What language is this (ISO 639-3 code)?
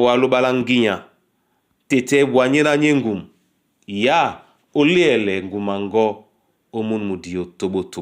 dua